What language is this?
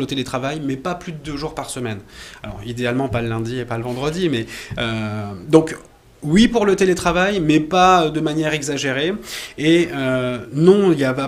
French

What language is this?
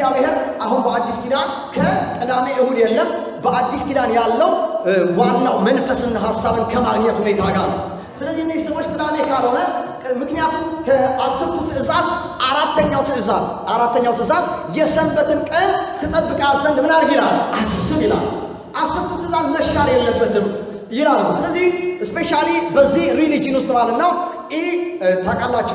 Amharic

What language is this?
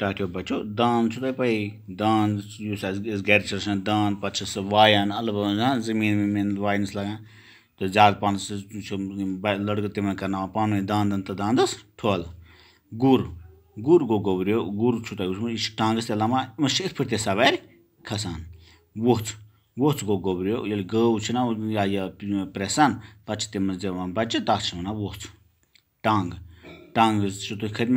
Kashmiri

